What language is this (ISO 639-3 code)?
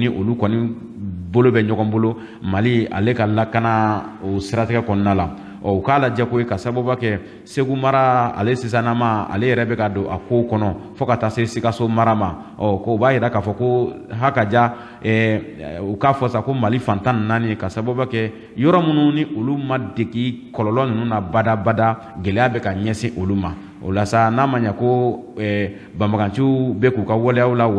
bam